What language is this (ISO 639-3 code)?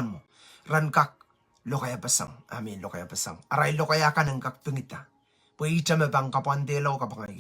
pon